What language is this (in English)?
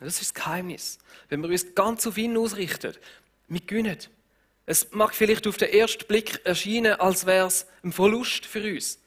Swiss German